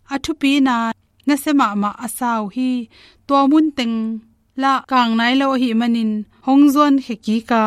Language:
Tedim Chin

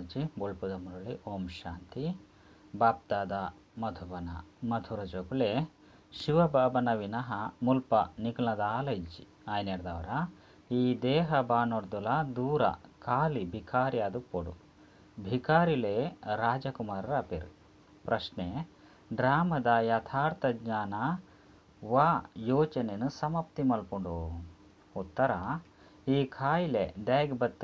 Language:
Tulu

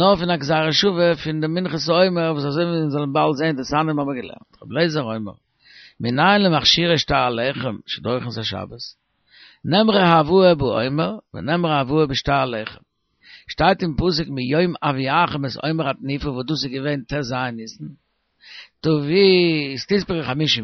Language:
Yiddish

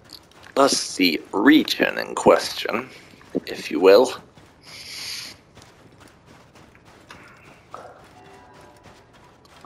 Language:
English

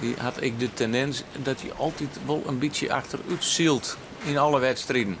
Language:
Western Frisian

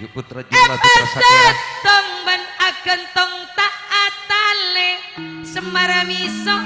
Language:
Madurese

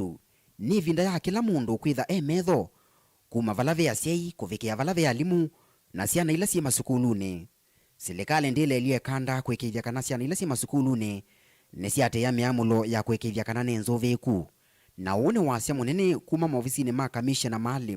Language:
Kamba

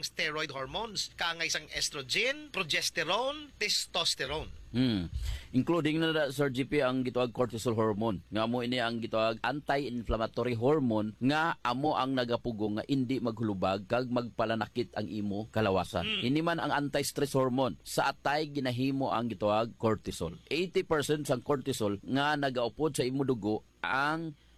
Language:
Hiligaynon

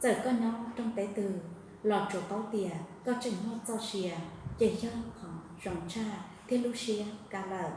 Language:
Hmong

